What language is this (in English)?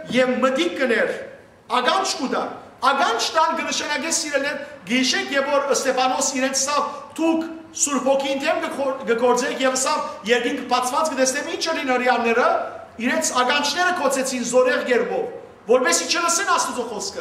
Western Armenian